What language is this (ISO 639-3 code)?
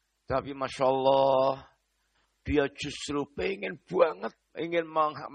ind